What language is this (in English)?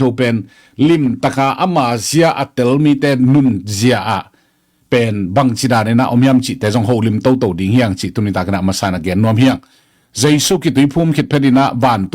Tedim Chin